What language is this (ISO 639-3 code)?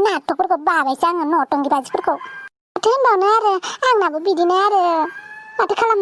brx